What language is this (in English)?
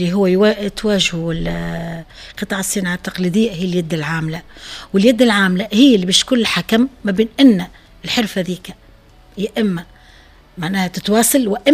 Tunisian Arabic